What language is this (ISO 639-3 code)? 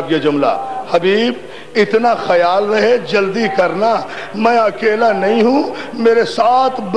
urd